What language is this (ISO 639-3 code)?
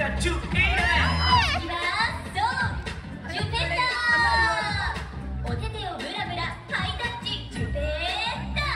jpn